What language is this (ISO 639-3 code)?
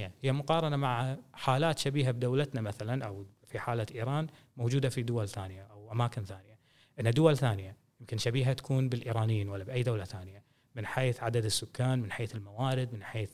afb